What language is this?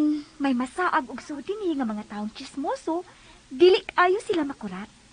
Cebuano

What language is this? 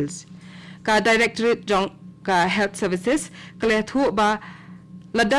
Khasi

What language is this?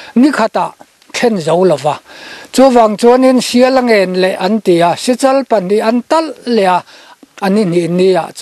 Mizo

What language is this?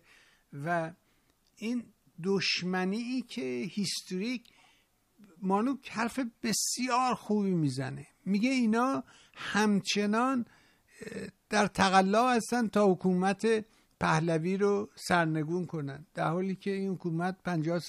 Persian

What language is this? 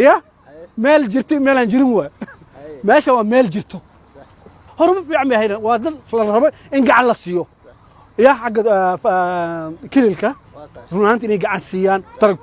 Somali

